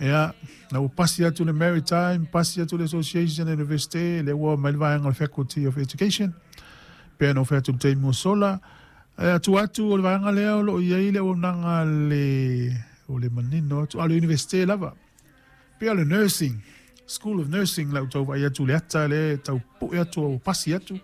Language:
Samoan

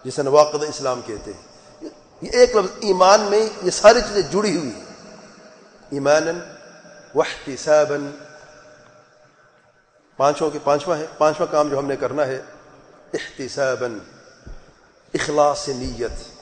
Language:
Urdu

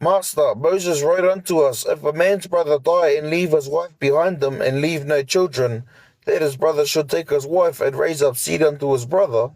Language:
Māori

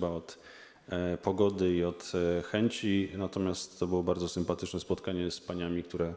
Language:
Polish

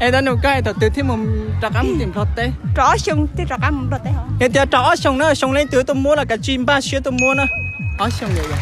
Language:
Hmong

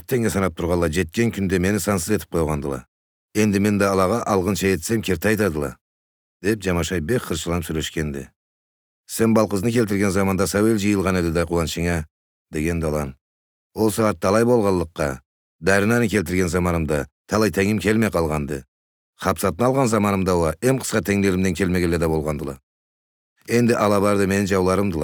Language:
Karachay-Balkar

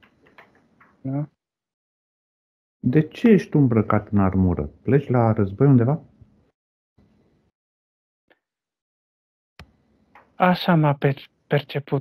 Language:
Romanian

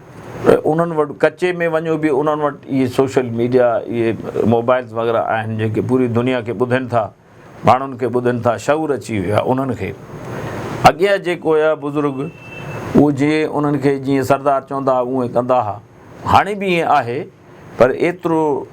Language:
Sindhi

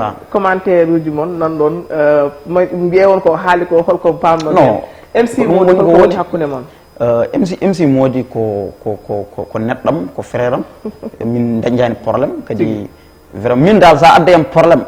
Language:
Fula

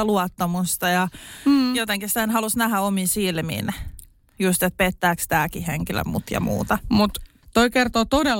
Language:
Finnish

